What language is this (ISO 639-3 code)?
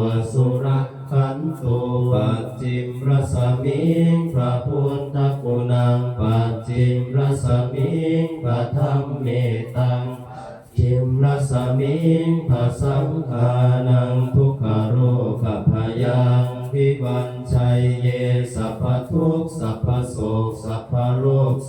pli